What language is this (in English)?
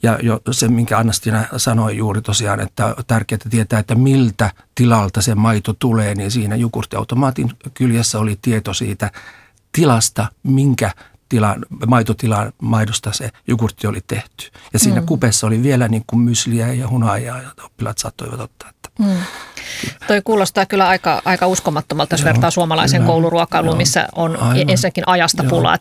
Finnish